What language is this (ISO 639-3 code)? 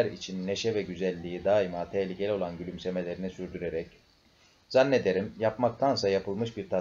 tur